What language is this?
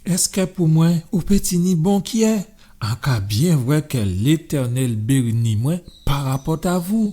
Guadeloupean Creole French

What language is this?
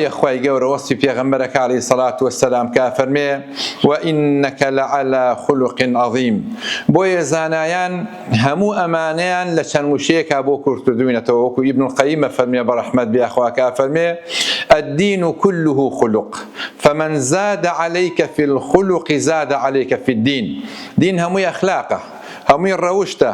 Central Kurdish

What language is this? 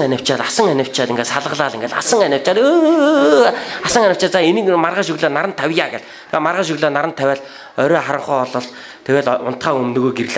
Mongolian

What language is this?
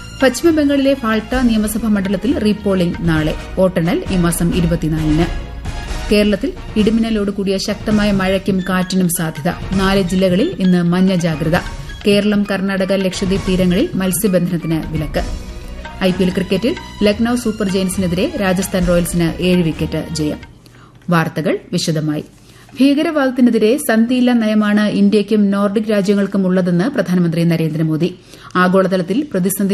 Malayalam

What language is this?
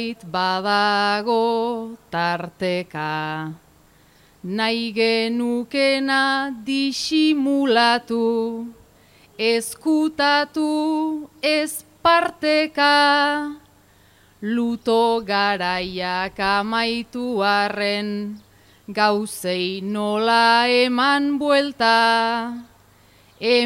Basque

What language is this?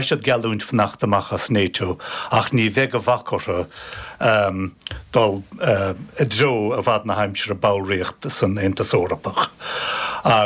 Irish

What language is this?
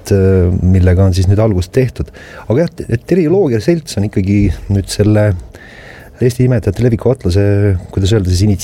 Estonian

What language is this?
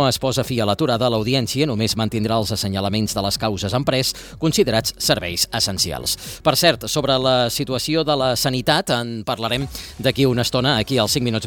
Catalan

